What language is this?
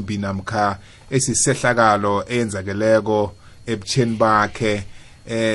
South Ndebele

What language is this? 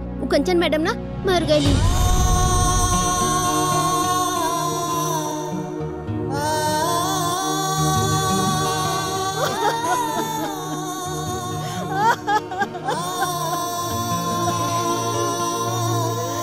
Bhojpuri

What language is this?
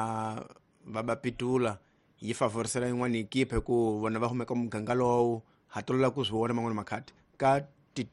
Tsonga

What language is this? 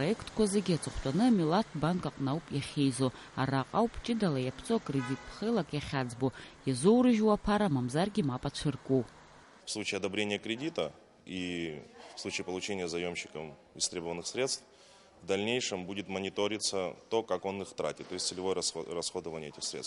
Abkhazian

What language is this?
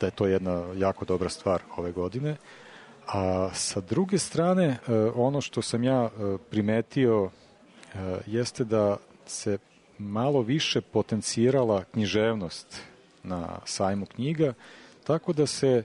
Serbian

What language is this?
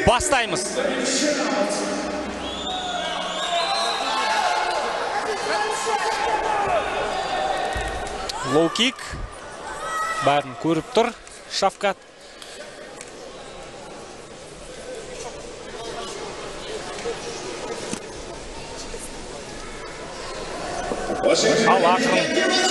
Kazakh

